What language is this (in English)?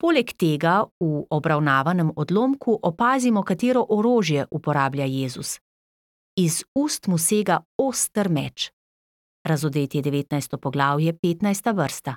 Slovenian